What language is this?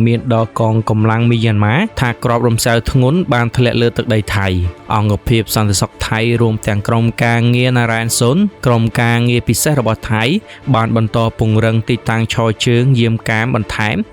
Khmer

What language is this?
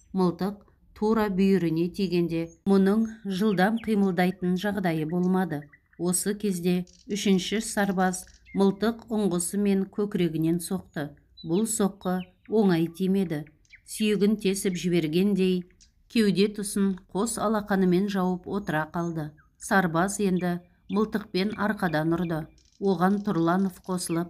Kazakh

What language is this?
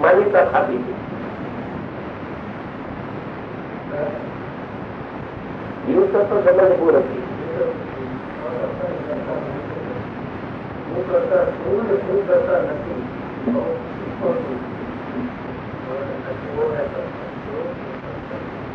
Gujarati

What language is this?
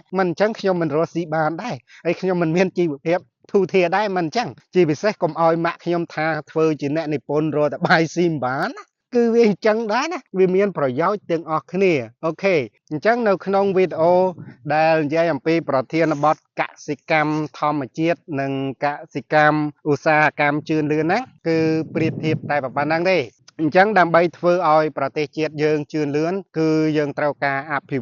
Khmer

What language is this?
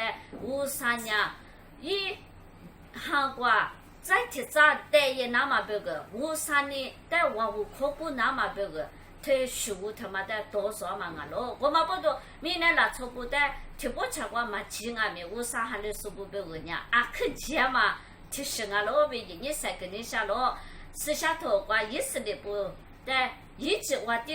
Lisu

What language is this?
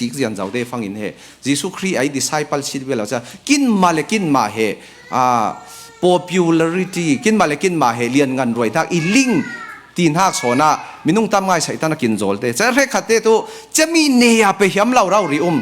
Falam Chin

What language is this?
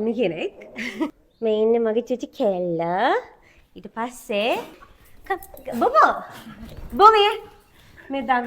Sinhala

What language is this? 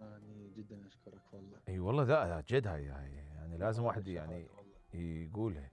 Mesopotamian Arabic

